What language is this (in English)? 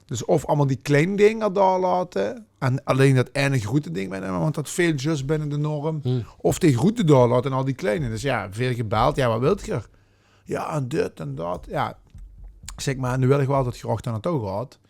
Limburgish